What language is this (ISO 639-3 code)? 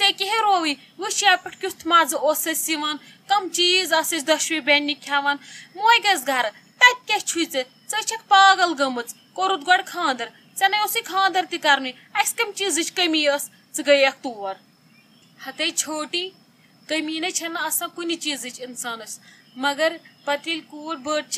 kas